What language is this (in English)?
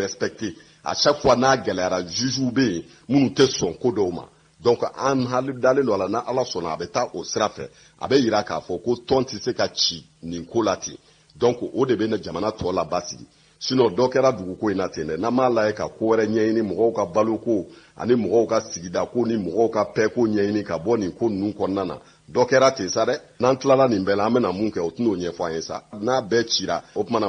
Bambara